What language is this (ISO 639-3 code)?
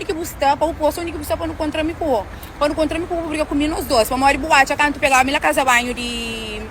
kea